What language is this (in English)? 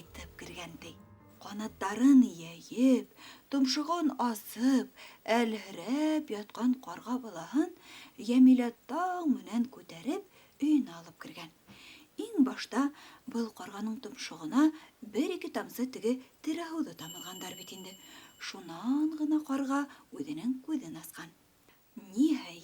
Bashkir